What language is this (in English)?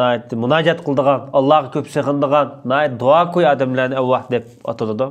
Uyghur